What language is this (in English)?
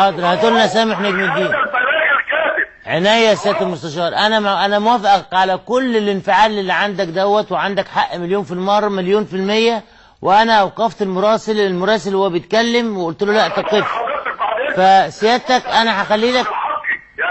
Egyptian Arabic